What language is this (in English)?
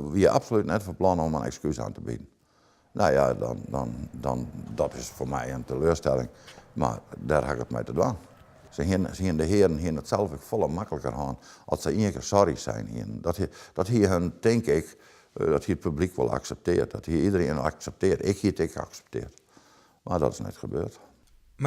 Western Frisian